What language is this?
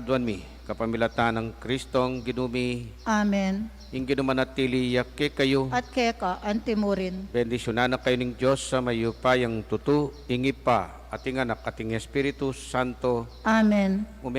Pampanga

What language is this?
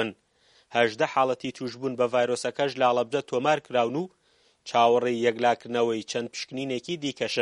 Central Kurdish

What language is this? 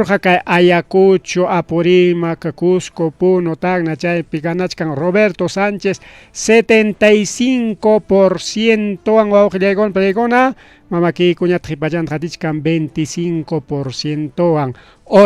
Ayacucho Quechua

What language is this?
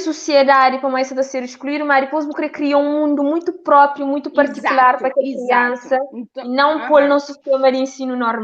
Kabuverdianu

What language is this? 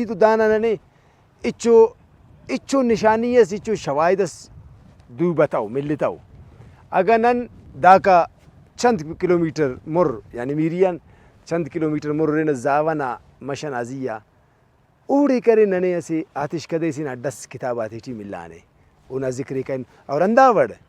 Brahui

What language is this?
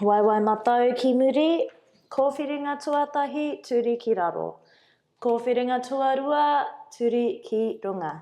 Māori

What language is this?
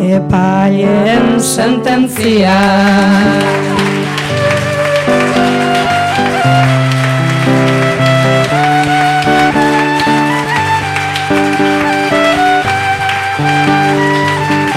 Basque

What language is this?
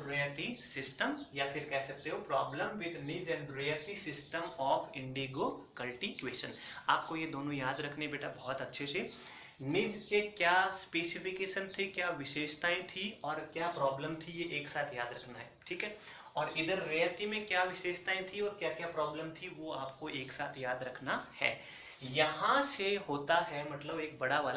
Hindi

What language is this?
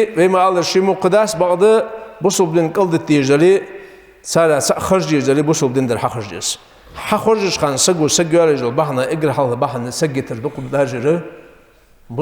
Ingush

